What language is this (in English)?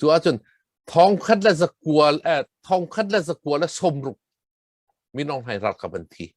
Hakha Chin